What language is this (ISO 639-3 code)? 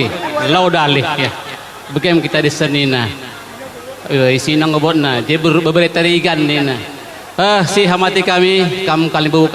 btx